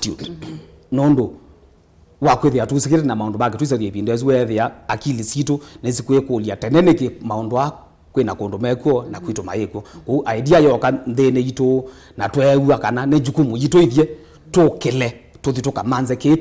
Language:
Kamba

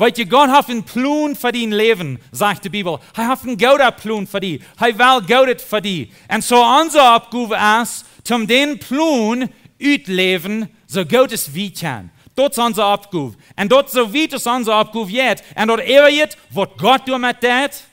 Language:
Plautdietsch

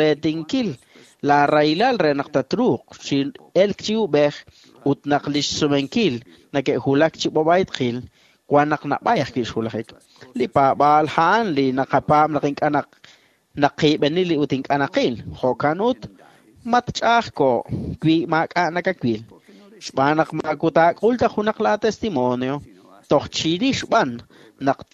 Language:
Kekchí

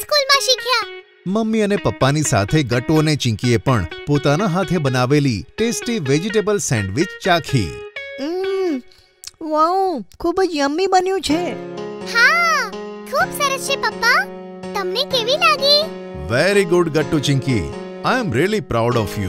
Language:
Gujarati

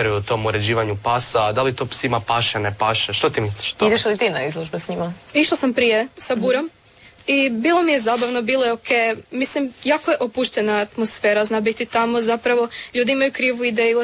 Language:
Croatian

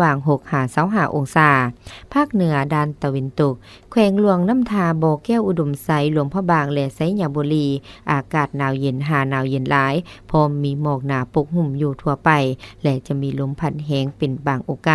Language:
Lao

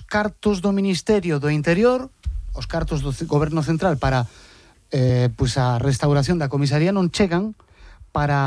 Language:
Galician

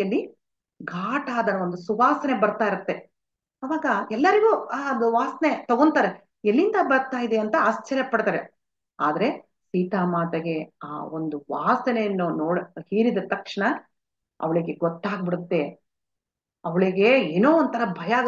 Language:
Kannada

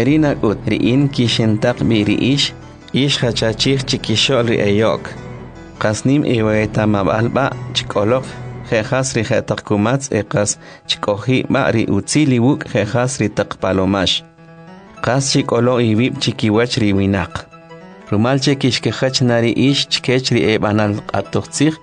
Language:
Kʼicheʼ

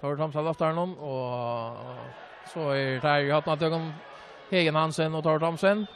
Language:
Faroese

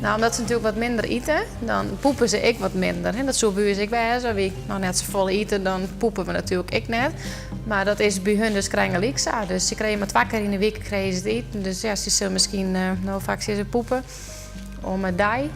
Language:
Western Frisian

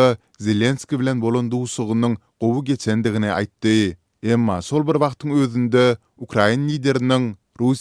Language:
Turkmen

